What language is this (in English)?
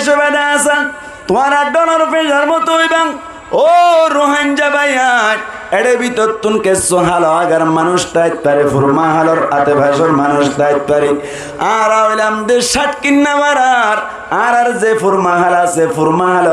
Rohingya